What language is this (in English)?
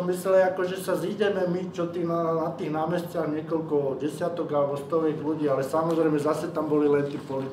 Slovak